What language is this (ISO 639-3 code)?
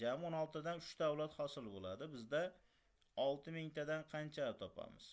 uzb